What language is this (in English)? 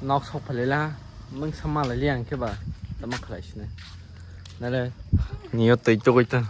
Kok Borok